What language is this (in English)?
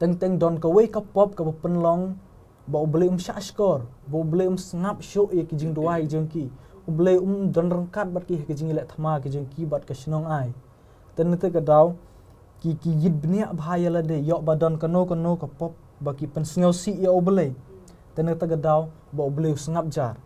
Khasi